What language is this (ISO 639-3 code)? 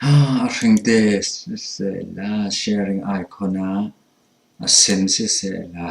cfm